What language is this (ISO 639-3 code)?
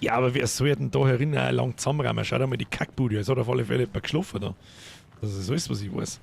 bar